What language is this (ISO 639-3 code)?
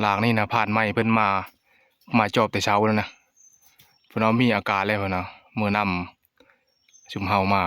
tts